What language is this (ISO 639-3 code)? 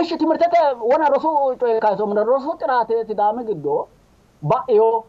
sid